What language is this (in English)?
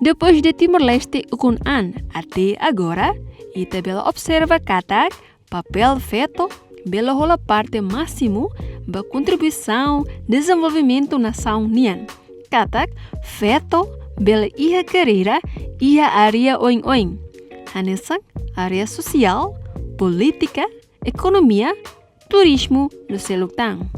Tetum